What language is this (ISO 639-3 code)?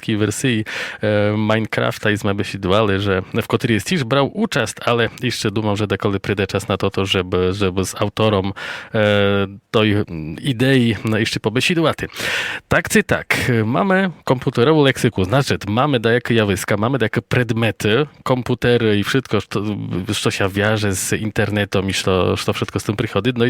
rue